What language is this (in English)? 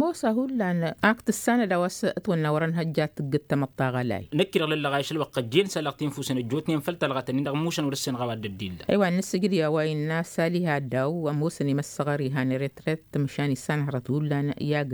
Tamasheq